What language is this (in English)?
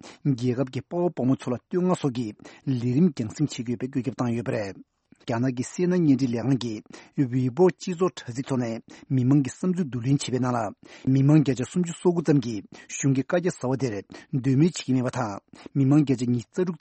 Tibetan